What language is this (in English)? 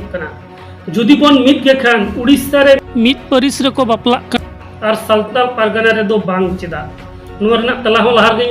Santali